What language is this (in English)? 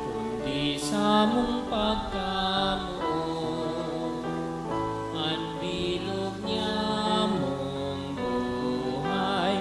Bikol